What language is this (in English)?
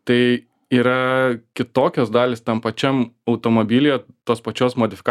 Lithuanian